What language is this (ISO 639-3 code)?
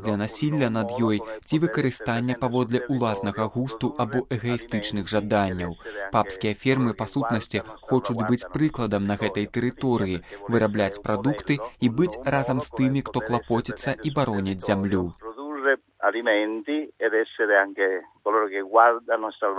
bel